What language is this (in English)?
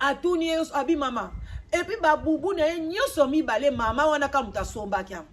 Lingala